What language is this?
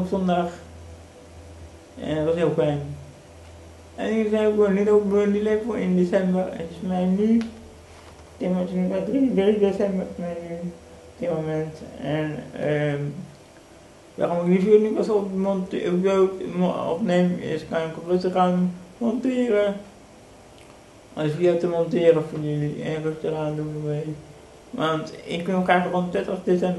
Dutch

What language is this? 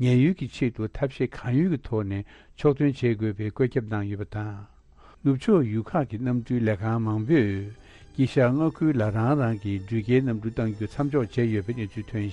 Tibetan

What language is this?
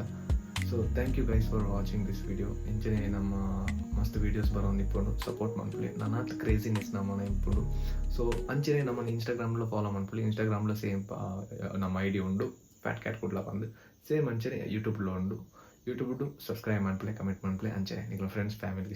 Tulu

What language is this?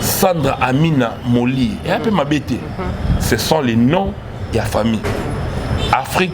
Lingala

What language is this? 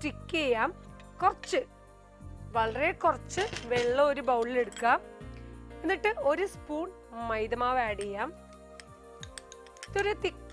Malayalam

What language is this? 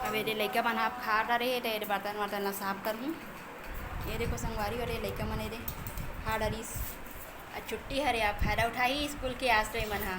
Chhattisgarhi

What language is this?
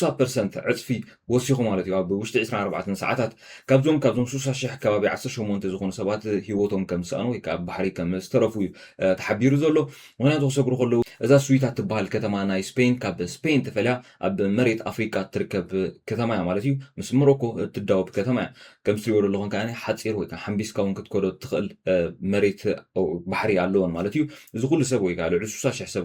Tigrinya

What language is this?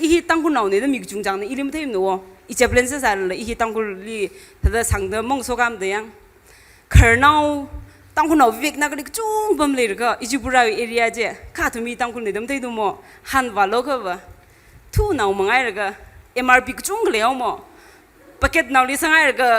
Tangkhul Naga (India)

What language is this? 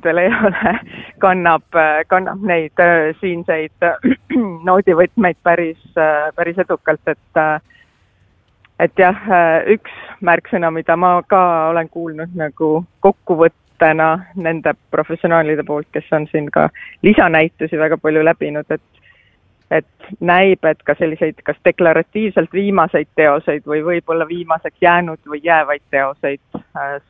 Estonian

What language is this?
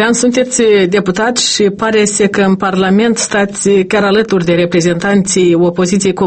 Romanian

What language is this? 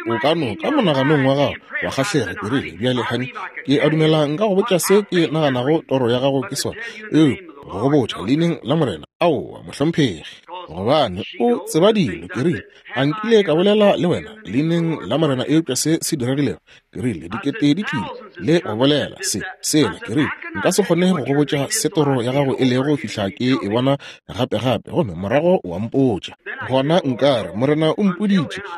Northern Sotho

